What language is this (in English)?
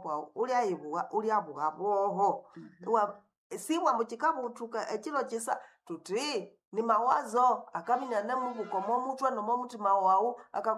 Nande